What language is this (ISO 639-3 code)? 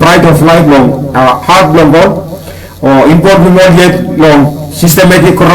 tpi